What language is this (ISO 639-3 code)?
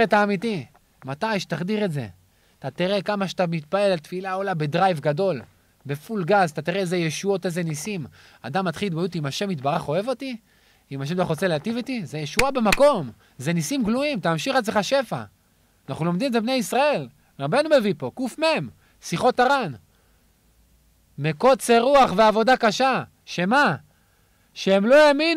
heb